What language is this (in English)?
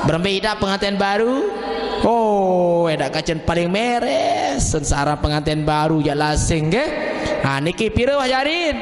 Sasak